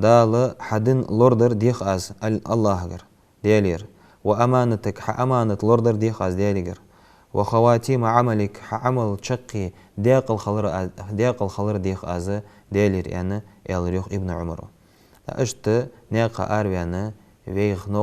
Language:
Ingush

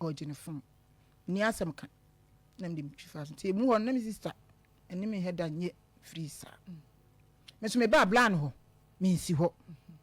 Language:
Akan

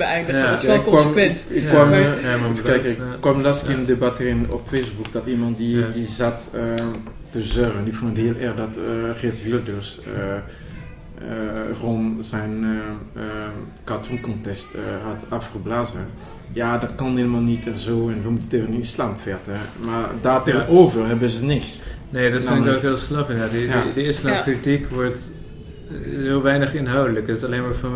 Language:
Dutch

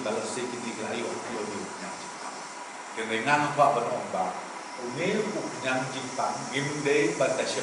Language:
Khasi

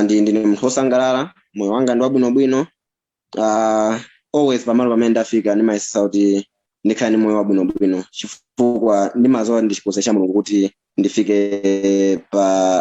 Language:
Nyanja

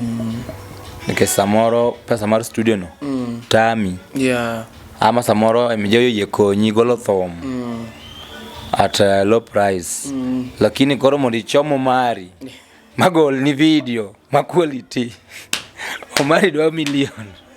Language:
Luo (Kenya and Tanzania)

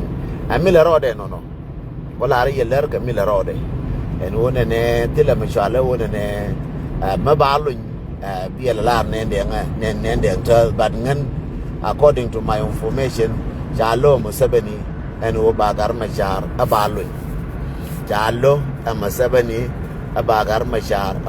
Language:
Nuer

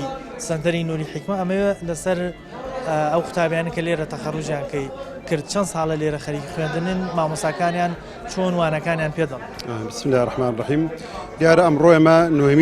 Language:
Central Kurdish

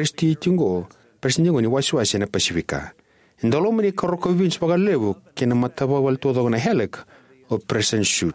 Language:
Fijian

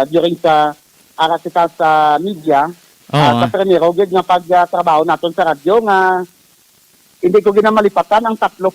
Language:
Hiligaynon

